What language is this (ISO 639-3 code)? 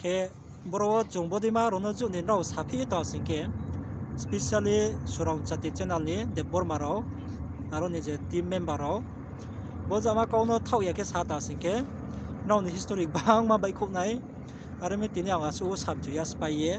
ria